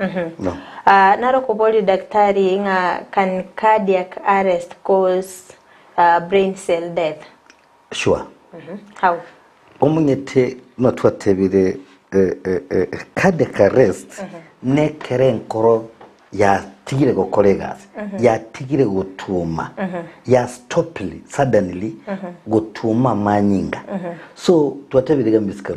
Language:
Gusii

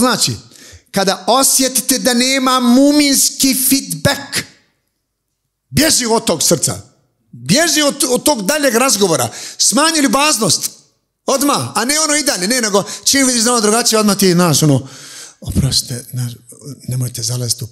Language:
Bosnian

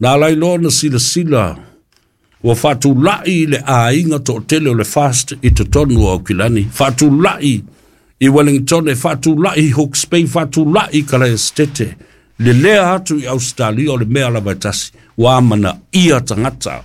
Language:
Samoan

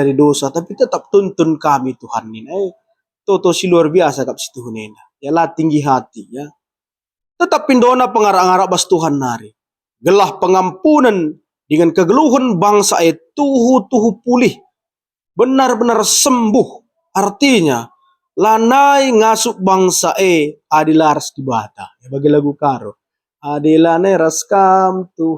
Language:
Batak Karo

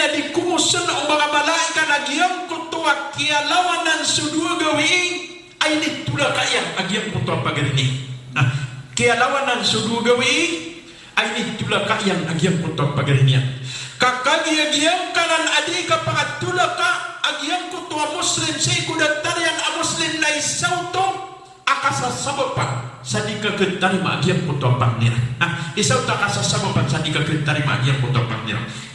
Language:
Maranao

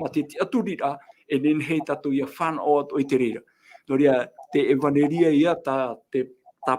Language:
Tahitian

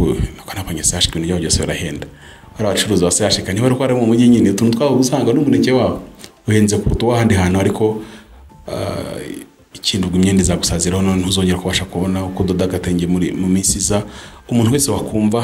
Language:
Kinyarwanda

